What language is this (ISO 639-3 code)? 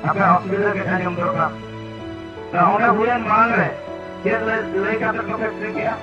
sat